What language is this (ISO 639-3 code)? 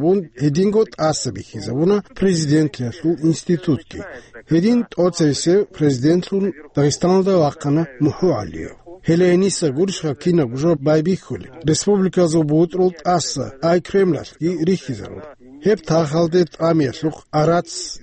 ava